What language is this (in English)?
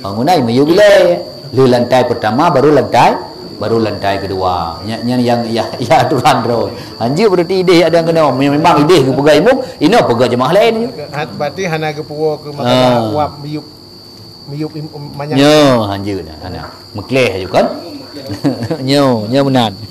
Achinese